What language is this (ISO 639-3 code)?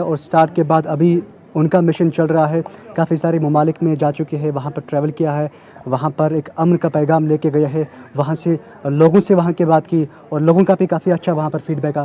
hin